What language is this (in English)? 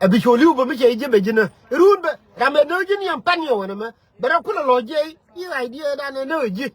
Nuer